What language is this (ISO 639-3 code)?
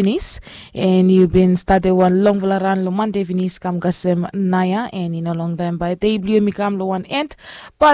bis